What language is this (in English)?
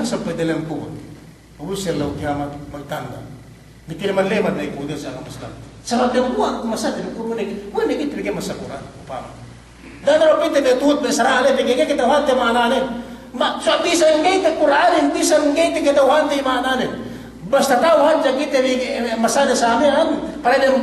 Yakan